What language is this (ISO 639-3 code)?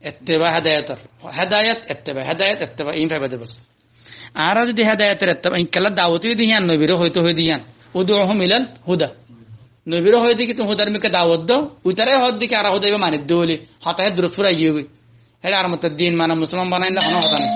rhg